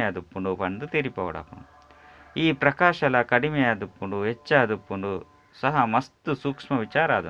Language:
Tulu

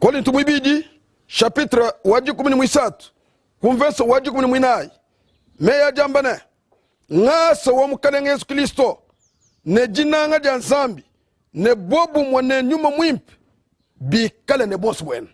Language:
Luba-Lulua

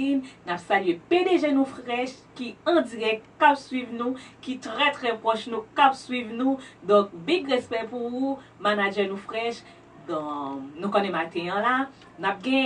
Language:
Haitian Creole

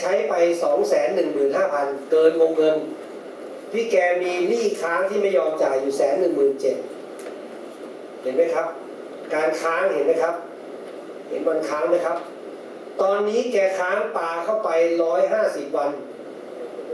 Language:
Thai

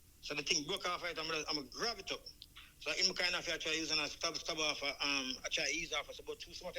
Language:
Jamaican Creole English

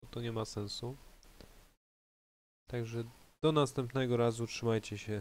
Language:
Polish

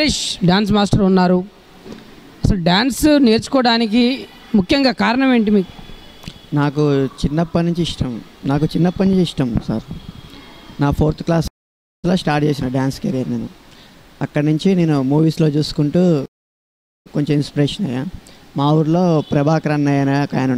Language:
Telugu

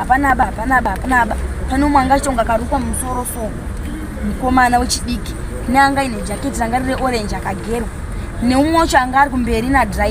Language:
Shona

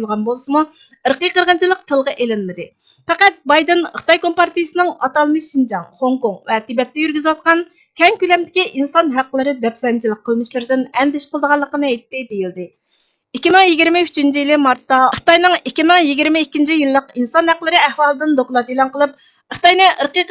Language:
Uyghur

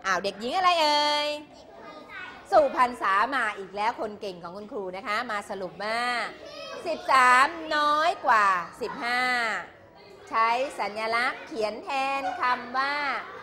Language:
Thai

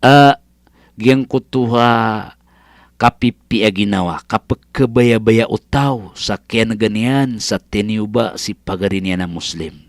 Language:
Maranao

